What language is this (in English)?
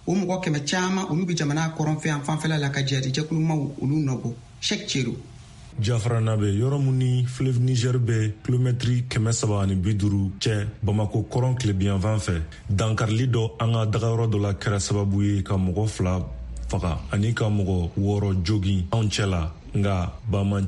Bambara